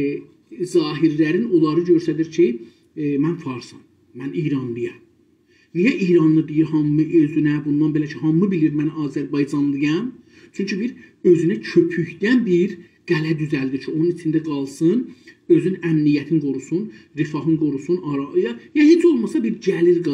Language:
South Azerbaijani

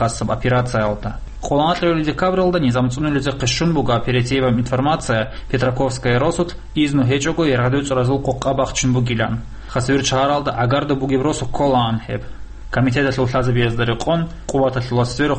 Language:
Avaric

